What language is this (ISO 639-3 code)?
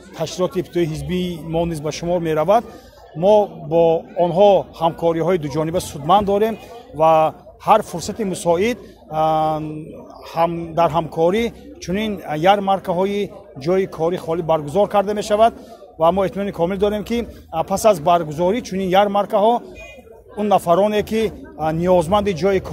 tgk